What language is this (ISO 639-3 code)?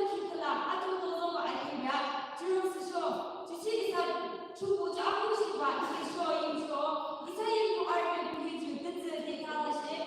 yim